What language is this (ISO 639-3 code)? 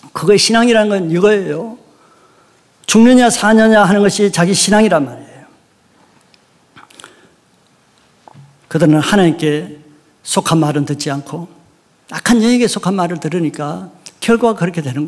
kor